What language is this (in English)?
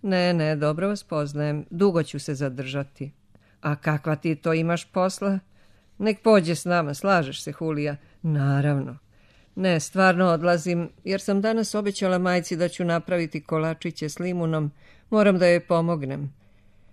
Serbian